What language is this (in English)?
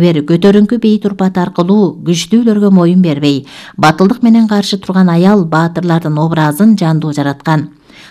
Kyrgyz